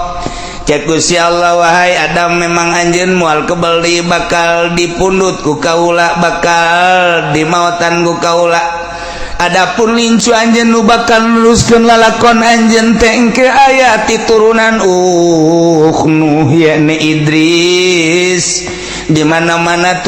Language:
Sundanese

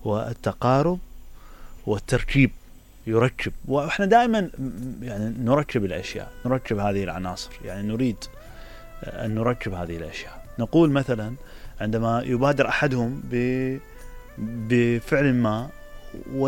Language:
Mesopotamian Arabic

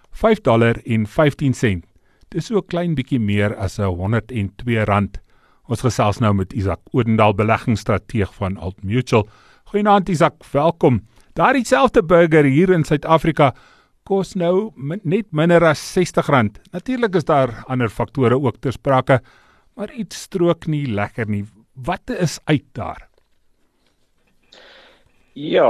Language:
Afrikaans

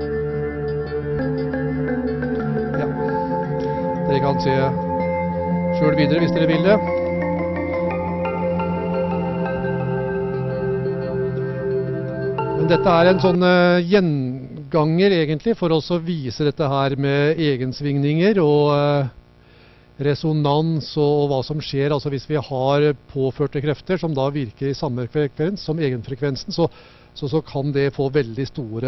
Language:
Norwegian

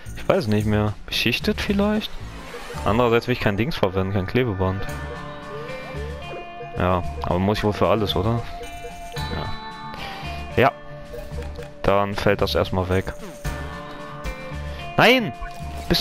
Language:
German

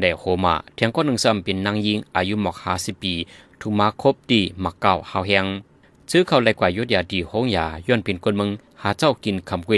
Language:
Shan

